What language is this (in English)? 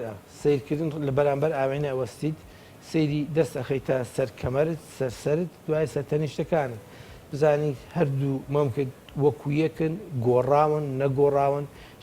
Central Kurdish